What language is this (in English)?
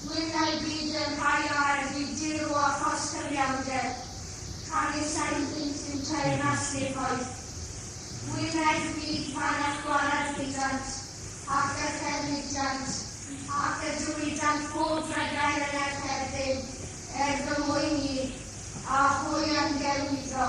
Welsh